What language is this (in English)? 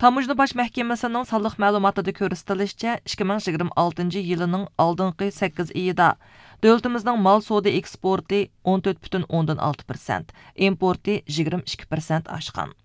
Uyghur